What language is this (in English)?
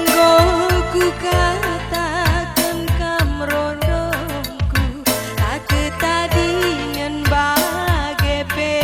Batak Karo